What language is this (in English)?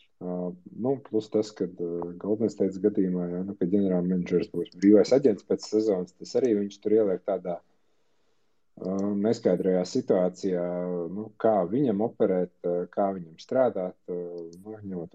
Latvian